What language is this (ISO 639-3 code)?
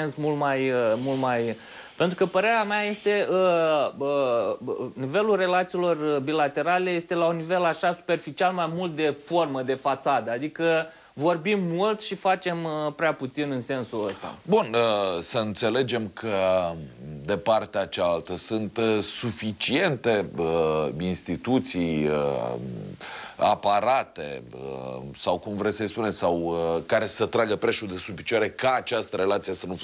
ron